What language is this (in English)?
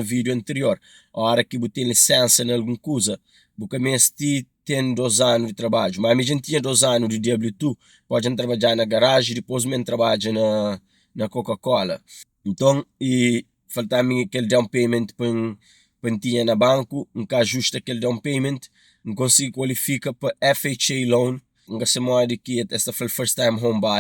Kabuverdianu